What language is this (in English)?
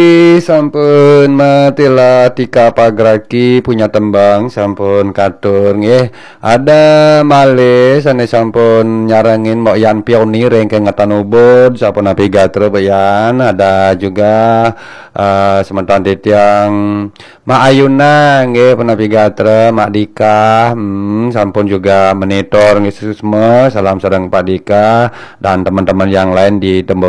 Balinese